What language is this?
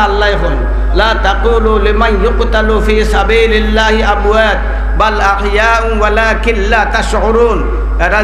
Sylheti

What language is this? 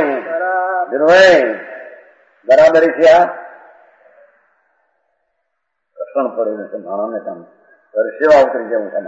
Gujarati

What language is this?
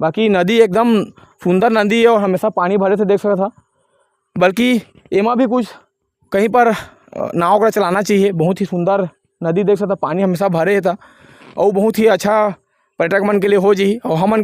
Chhattisgarhi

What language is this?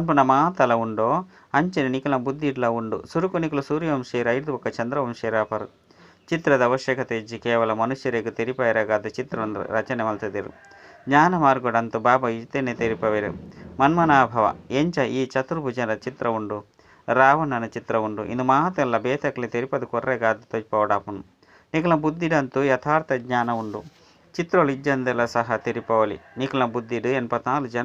Tulu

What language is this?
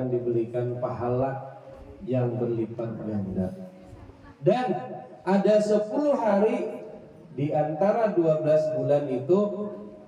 Banjar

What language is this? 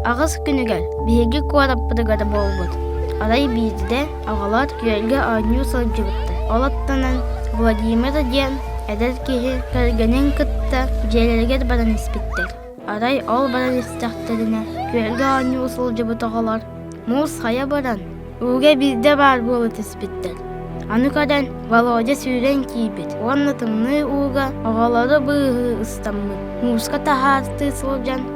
Yakut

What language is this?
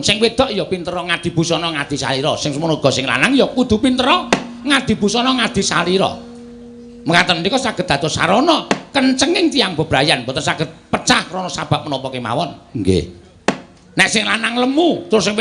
Javanese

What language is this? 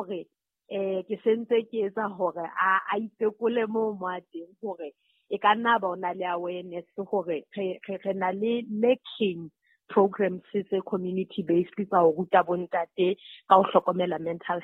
Southern Sotho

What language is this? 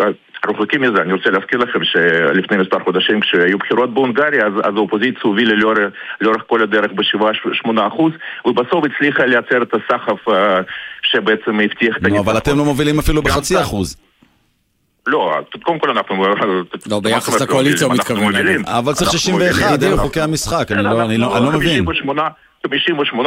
Hebrew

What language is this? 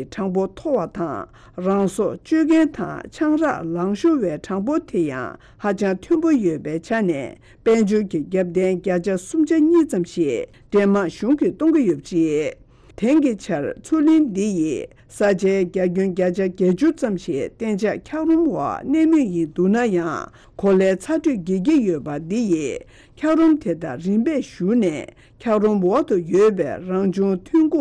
Tibetan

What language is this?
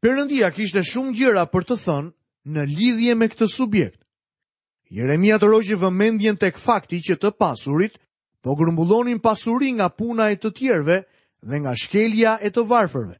Albanian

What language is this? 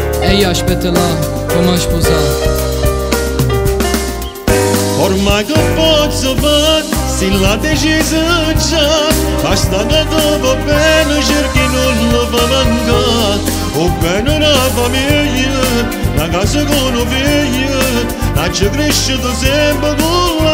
Italian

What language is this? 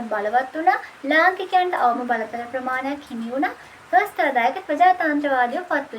Sinhala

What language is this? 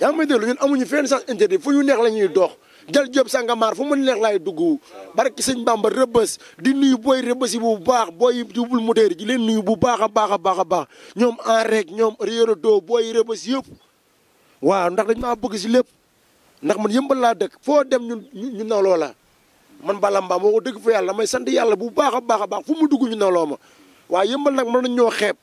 Wolof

